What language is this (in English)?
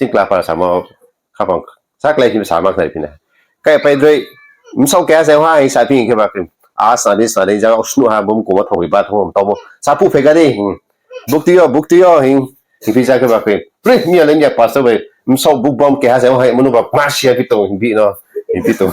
Riang (India)